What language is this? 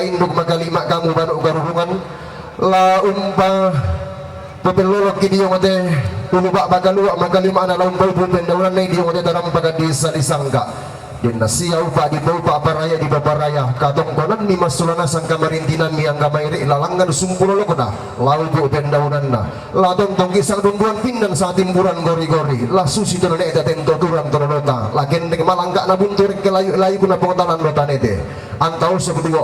Toraja-Sa'dan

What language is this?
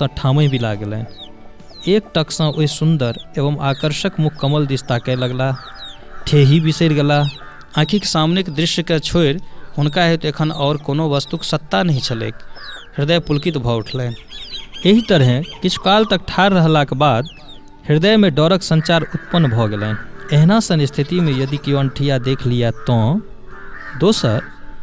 Maithili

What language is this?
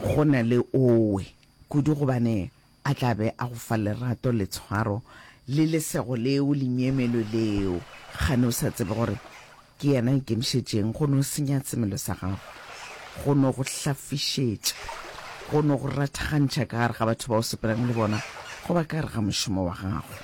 Northern Sotho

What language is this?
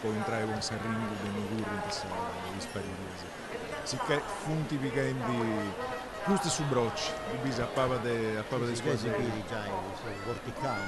Sardinian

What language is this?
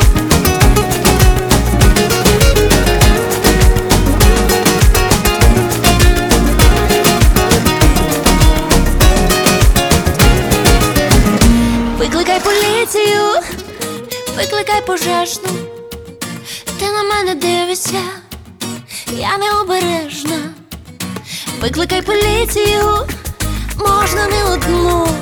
Ukrainian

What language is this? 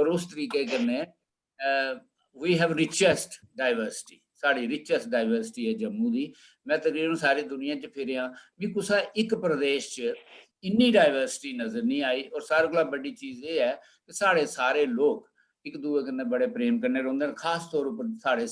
Dogri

